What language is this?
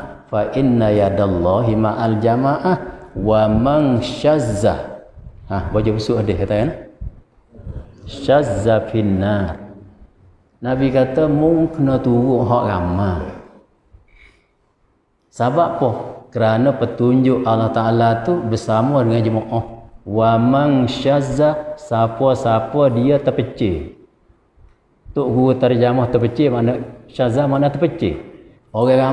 Malay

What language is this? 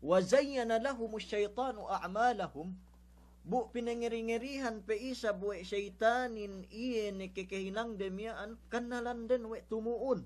Yakan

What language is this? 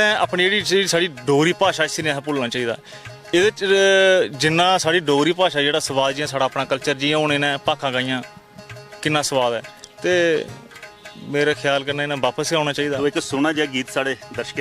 Dogri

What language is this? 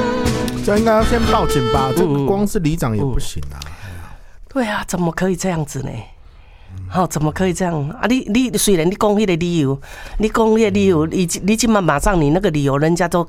Min Nan Chinese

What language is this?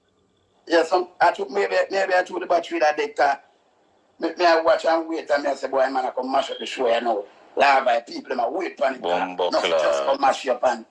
Jamaican Creole English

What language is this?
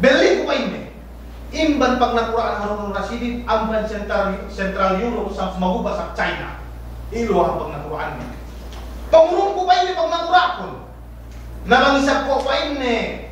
Yakan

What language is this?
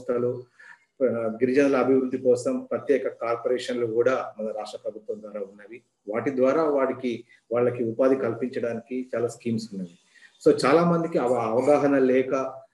Telugu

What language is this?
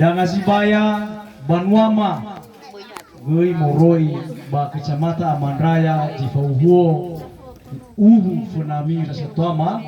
Nias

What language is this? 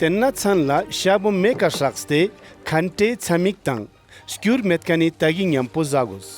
Ladakhi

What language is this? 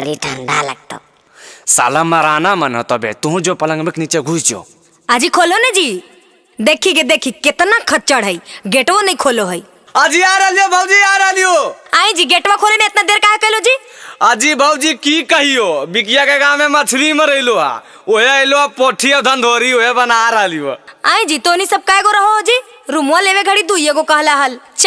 Magahi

